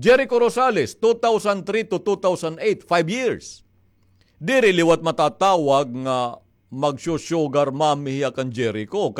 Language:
Waray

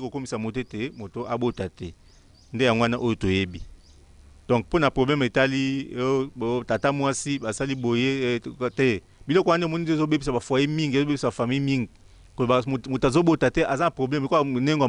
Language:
Lingala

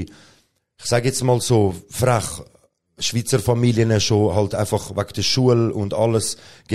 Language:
Swiss German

